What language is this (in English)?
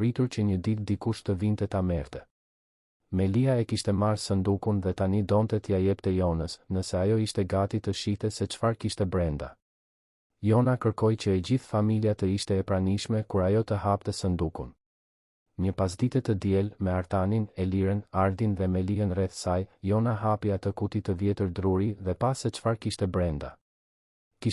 Albanian